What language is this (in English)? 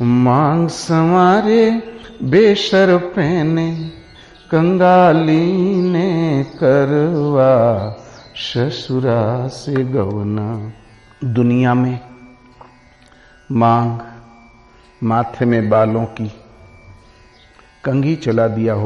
Hindi